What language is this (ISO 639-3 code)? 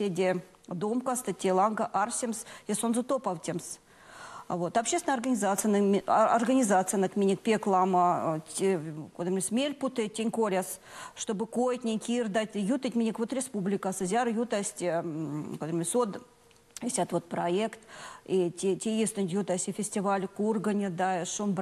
myv